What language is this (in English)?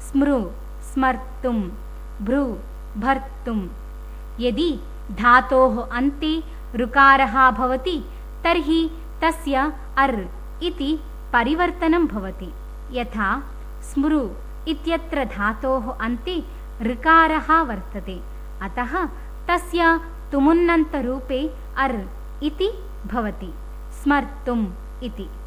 Sanskrit